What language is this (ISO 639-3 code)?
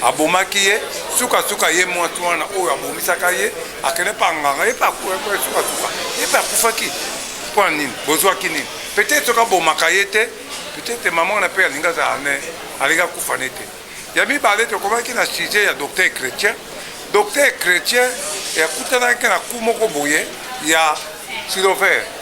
lin